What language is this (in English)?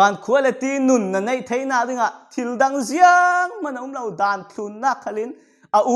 Falam Chin